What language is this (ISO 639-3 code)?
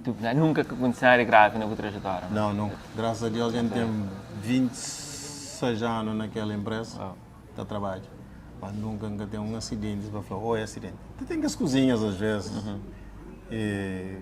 kea